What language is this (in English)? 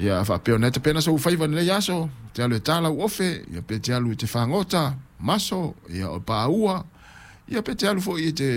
Samoan